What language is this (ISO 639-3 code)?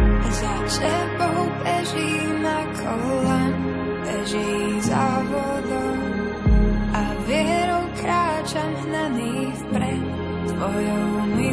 slk